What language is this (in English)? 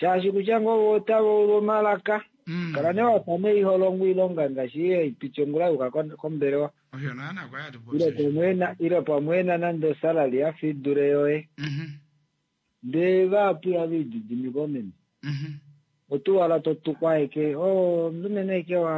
Kuanyama